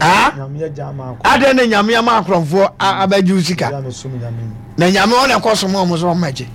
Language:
Akan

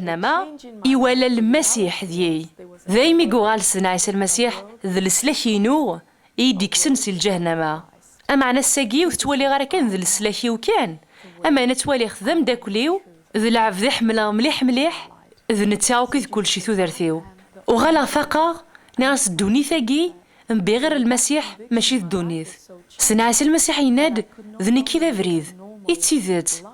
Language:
Kabyle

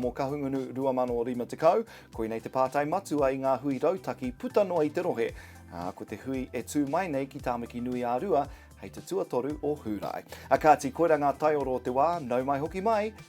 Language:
Māori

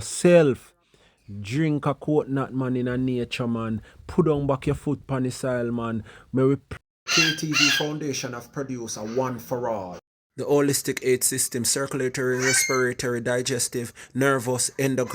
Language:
Jamaican Creole English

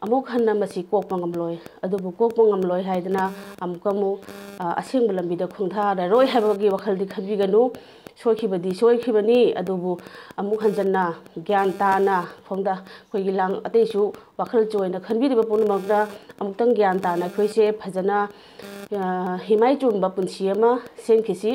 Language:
Manipuri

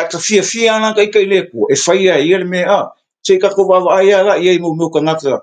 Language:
Samoan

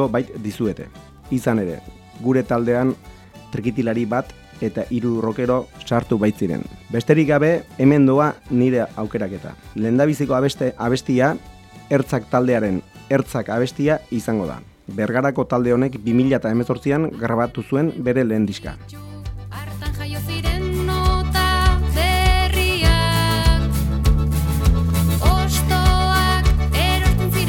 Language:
Basque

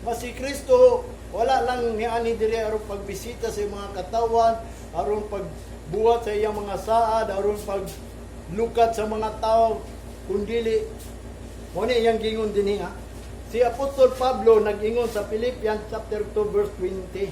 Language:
Cebuano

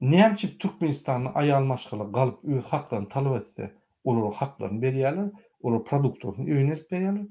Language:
Turkmen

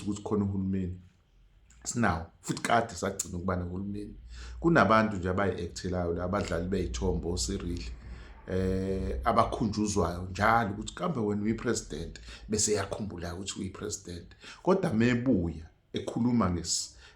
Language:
Zulu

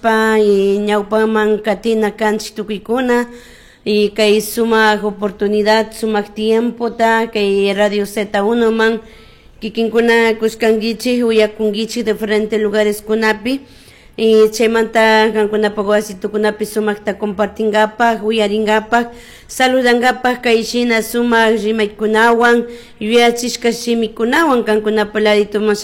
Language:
Chimborazo Highland Quichua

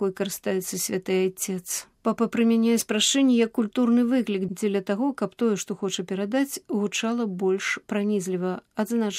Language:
Belarusian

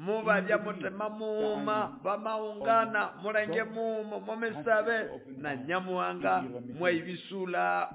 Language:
Nande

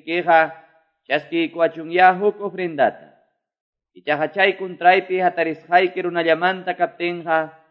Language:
Quechua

